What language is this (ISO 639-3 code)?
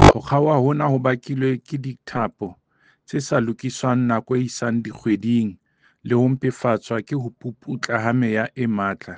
sot